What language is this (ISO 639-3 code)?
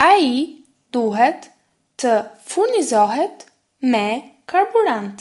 sqi